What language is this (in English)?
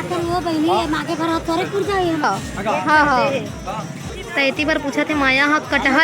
Chhattisgarhi